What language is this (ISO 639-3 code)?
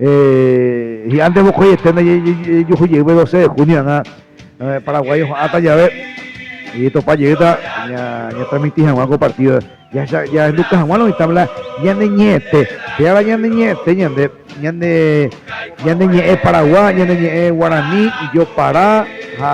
grn